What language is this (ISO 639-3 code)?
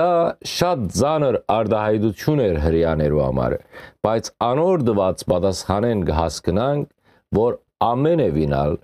hyw